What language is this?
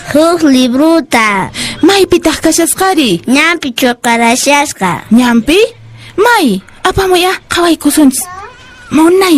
Quechua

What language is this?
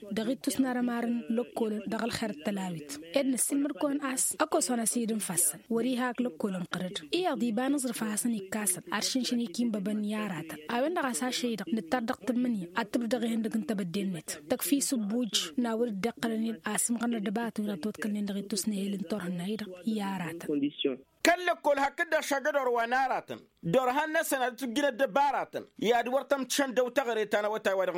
Tamasheq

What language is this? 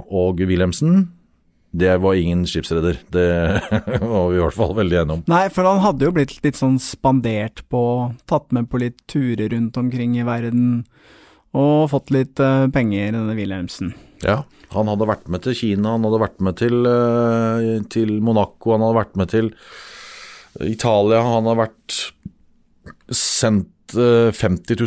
Norwegian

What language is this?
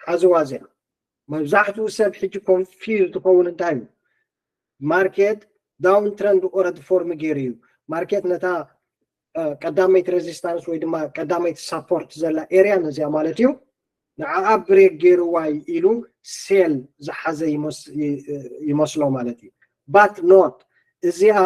Tigrinya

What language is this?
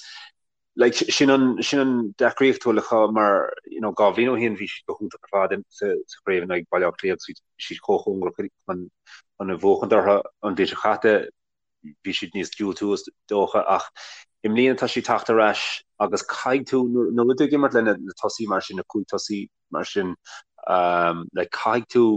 Irish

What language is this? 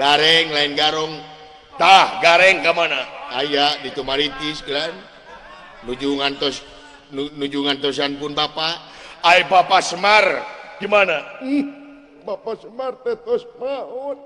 Sundanese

